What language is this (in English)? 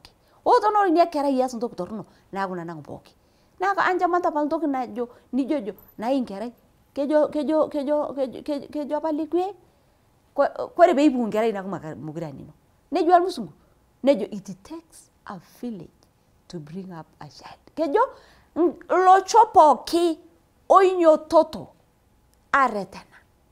Masai